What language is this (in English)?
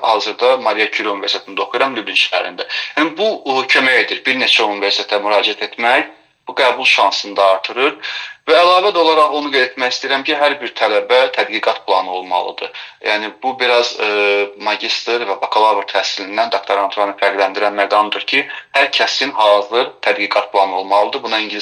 Azerbaijani